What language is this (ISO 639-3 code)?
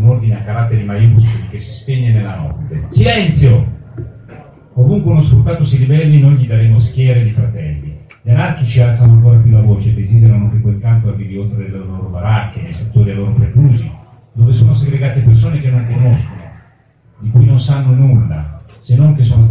ita